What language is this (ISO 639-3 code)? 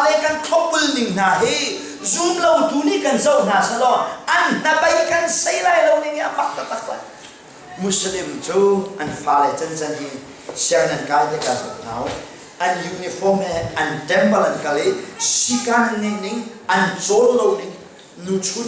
cnh